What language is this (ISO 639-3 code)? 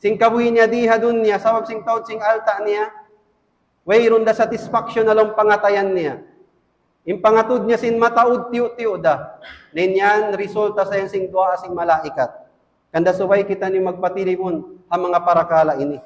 tsg